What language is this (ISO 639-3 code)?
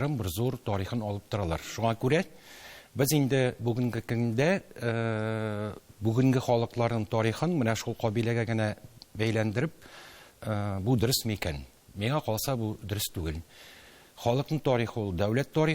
tat